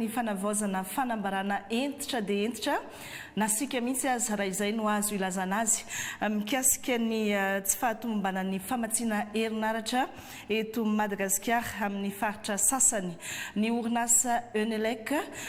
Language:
Malagasy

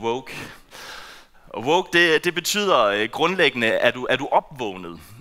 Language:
Danish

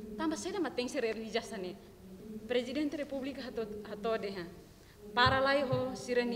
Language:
Tetum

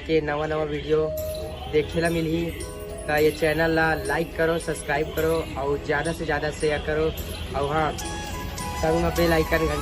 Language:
Chhattisgarhi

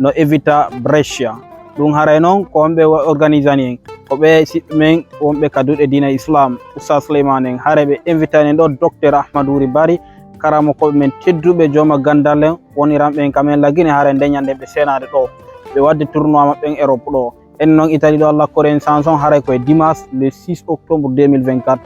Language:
Fula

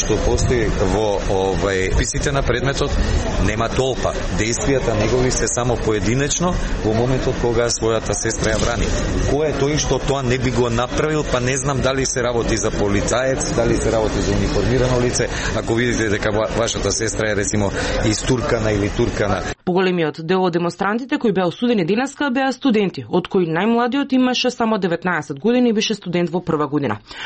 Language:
Macedonian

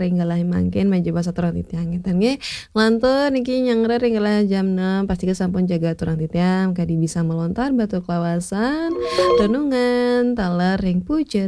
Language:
Balinese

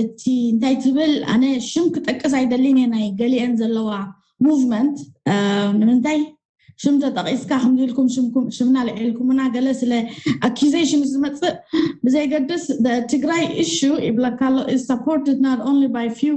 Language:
Tigrinya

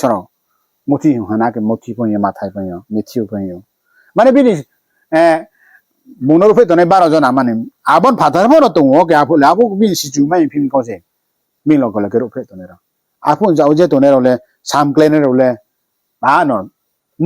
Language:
Riang (India)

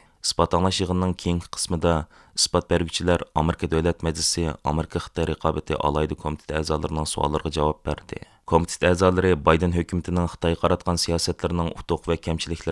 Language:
Uyghur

